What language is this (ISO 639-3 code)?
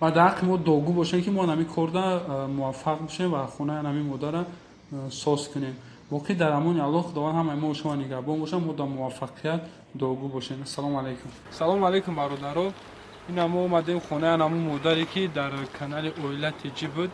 tgk